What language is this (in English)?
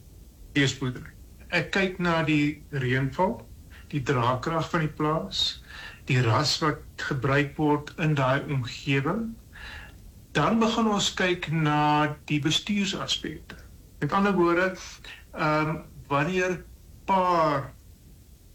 Afrikaans